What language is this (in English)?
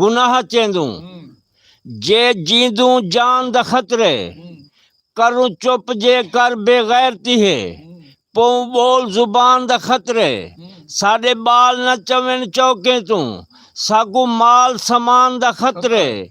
Saraiki